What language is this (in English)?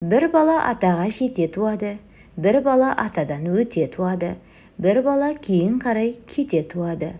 Kazakh